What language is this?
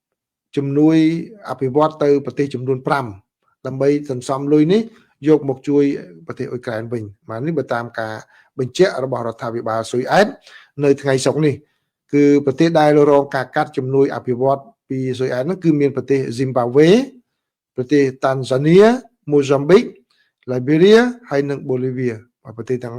Khmer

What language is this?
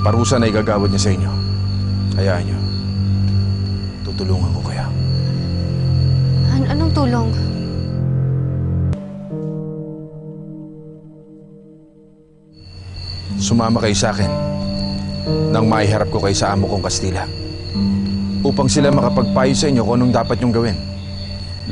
Filipino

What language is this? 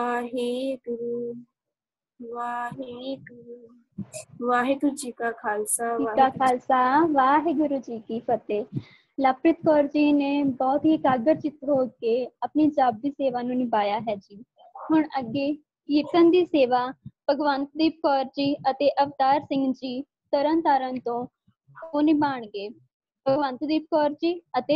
Punjabi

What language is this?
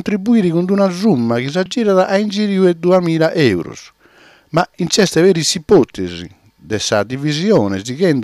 Sardinian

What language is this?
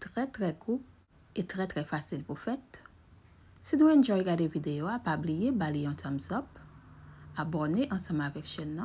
Haitian Creole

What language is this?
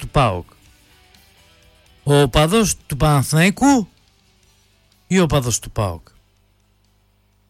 Greek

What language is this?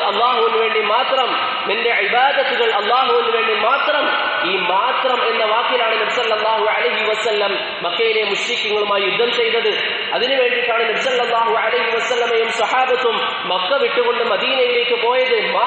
Malayalam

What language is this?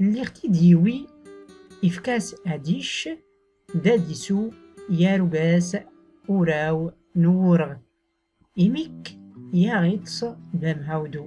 Tachelhit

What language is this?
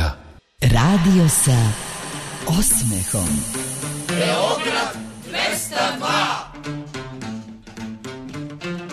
Serbian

